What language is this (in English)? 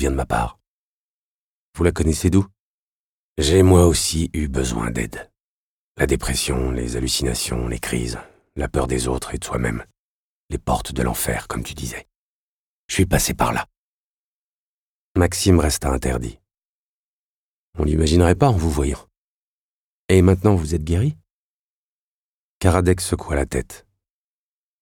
French